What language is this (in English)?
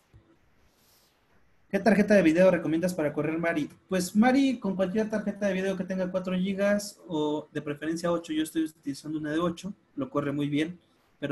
Spanish